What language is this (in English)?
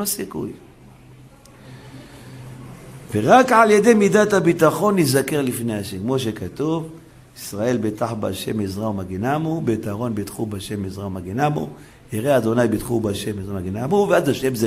Hebrew